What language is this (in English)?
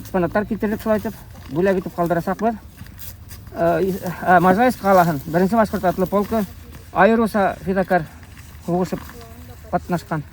Bashkir